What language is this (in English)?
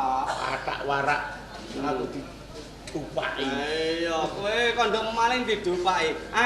Javanese